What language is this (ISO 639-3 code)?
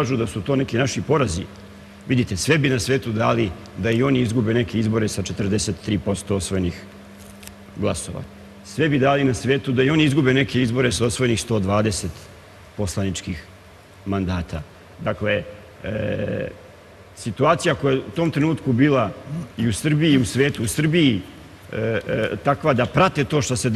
srp